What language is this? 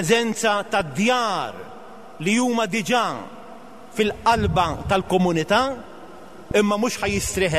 Maltese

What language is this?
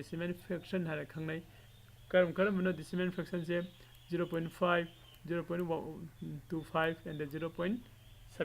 Manipuri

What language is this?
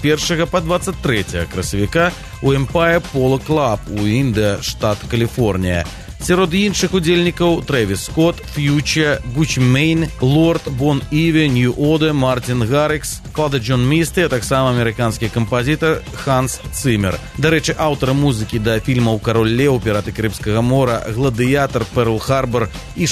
Belarusian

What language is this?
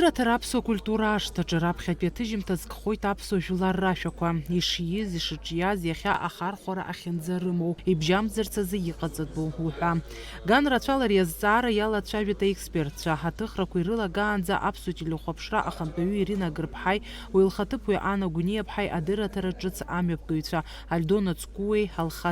Abkhazian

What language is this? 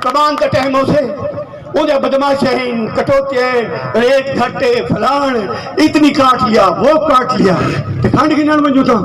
Saraiki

